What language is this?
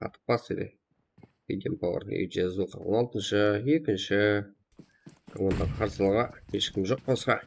Kara-Kalpak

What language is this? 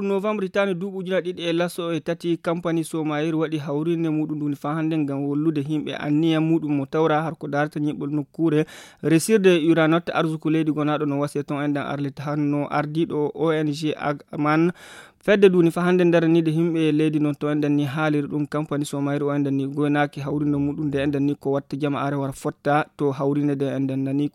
Fula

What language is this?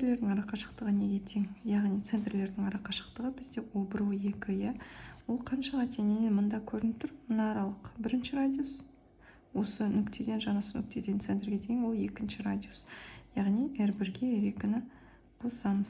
Kazakh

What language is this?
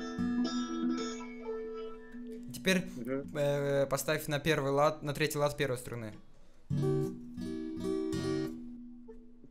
Russian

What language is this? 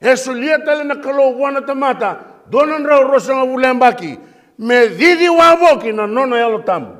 Fijian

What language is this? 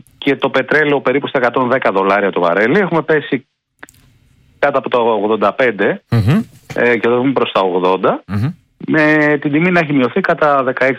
Greek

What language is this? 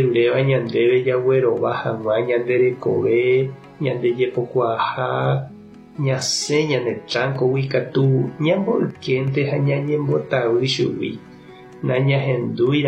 Guarani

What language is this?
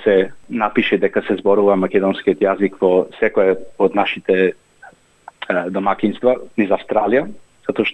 Macedonian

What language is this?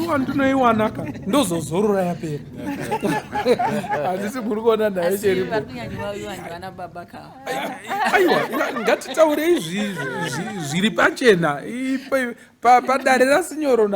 Shona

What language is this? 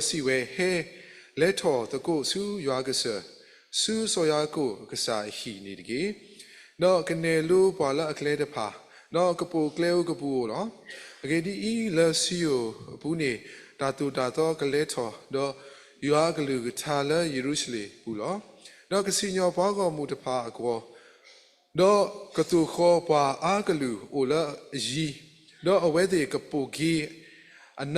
S'gaw Karen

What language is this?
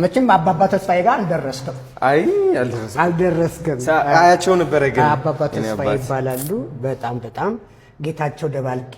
Amharic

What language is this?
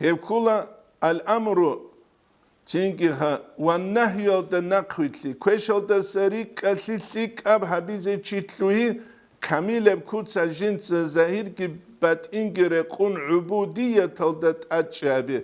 Avaric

